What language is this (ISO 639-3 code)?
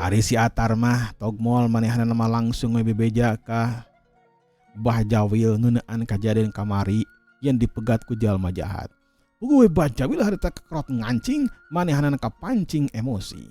sun